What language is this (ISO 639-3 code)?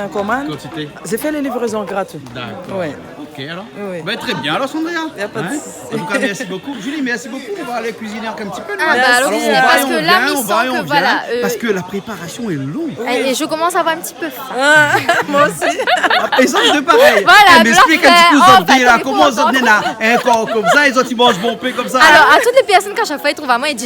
rcf